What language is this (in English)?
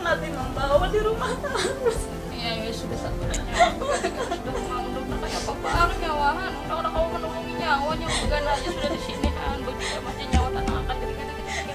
Banjar